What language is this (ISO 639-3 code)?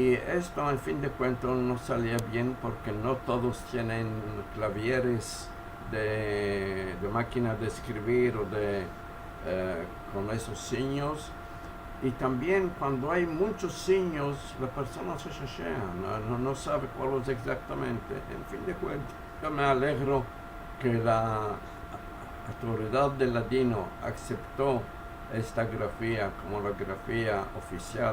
lad